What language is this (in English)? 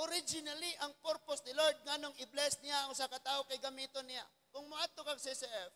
Cebuano